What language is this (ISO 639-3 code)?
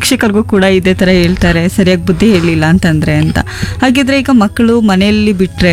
kan